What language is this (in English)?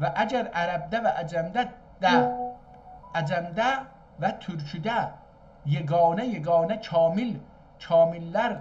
South Azerbaijani